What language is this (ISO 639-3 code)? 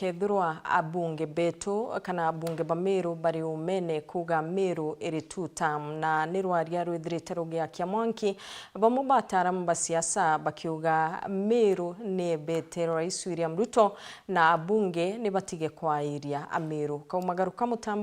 mer